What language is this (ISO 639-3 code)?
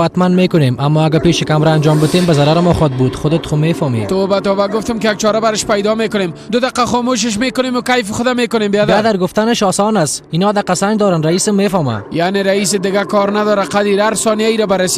fas